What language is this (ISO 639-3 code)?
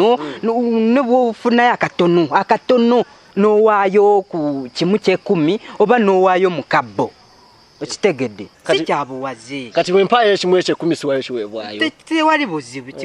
lug